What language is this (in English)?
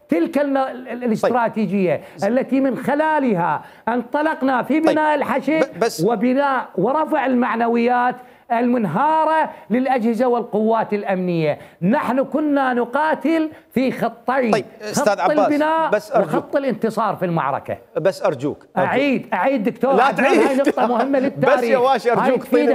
Mesopotamian Arabic